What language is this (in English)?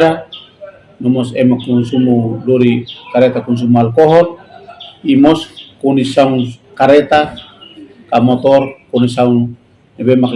Tetum